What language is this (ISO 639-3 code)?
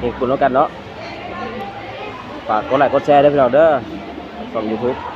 lao